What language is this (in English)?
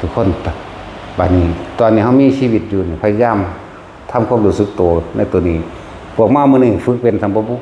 Northeastern Thai